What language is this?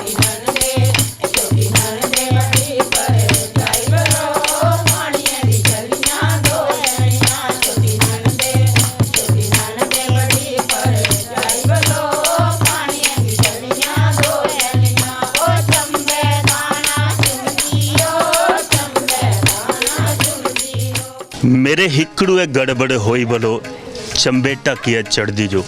Dogri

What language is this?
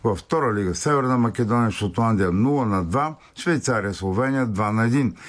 Bulgarian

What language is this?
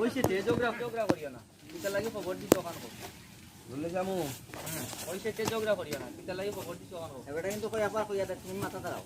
Sylheti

